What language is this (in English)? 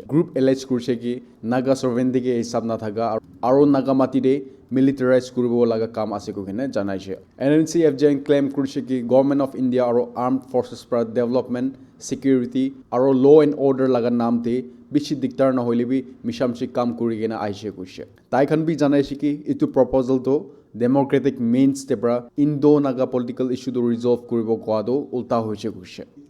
Naga Pidgin